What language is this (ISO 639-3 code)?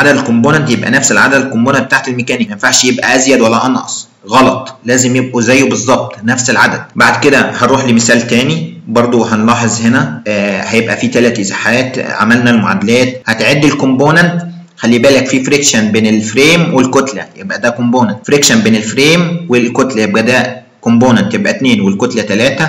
arz